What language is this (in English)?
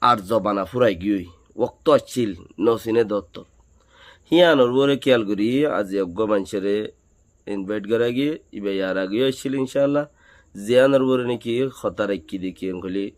Rohingya